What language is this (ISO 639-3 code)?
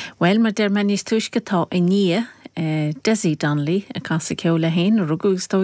gle